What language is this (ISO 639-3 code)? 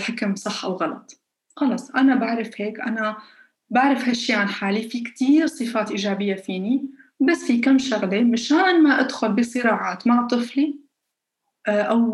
apc